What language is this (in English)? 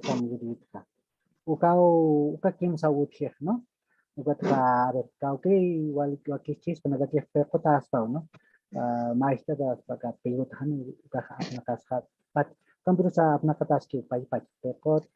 Aymara